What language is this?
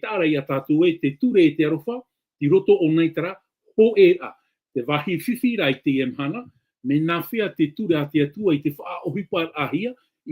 Tahitian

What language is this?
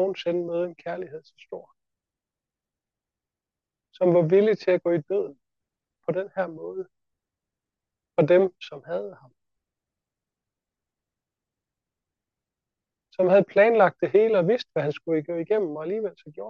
Danish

